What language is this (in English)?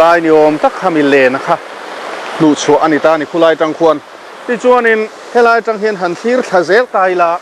Mizo